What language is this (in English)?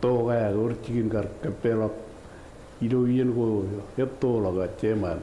Marshallese